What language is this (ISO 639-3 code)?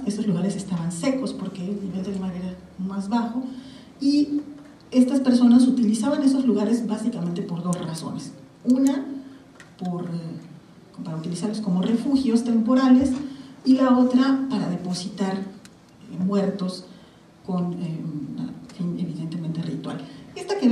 spa